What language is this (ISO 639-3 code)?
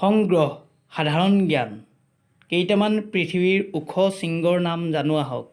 asm